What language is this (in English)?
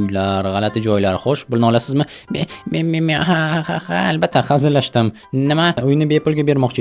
Uzbek